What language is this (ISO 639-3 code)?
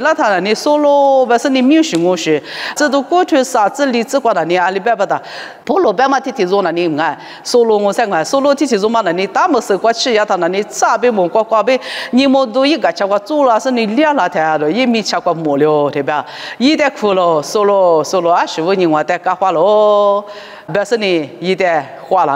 lis